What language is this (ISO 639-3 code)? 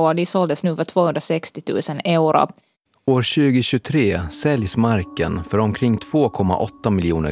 swe